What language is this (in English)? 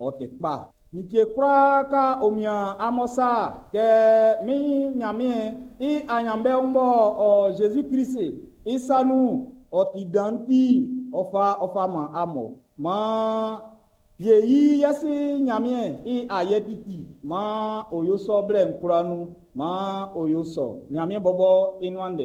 Baoulé